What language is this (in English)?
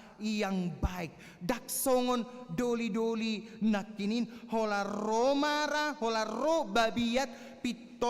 Batak Toba